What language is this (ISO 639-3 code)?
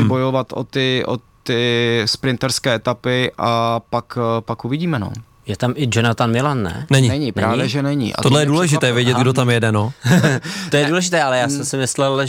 ces